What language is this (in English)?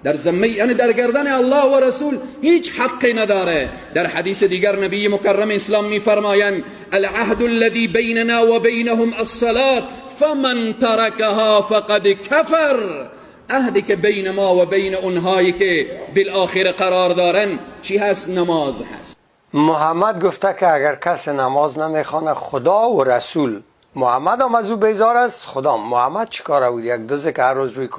Persian